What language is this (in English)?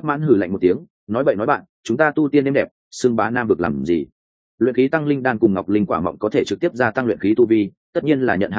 Vietnamese